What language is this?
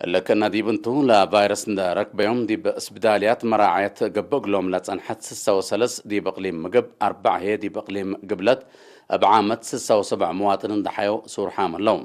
Tigre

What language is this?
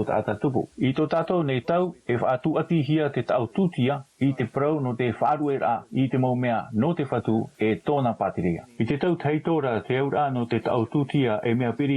Tahitian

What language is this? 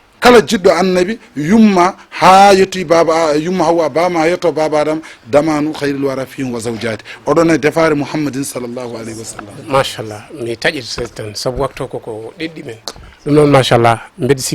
Fula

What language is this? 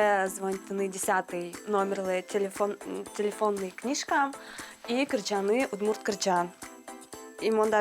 Udmurt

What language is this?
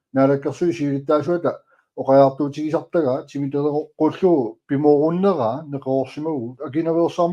Kalaallisut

